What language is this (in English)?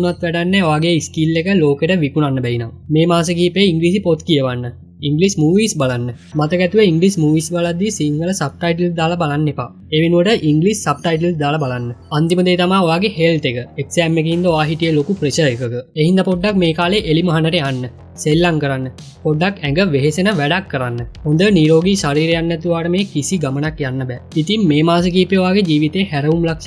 Sinhala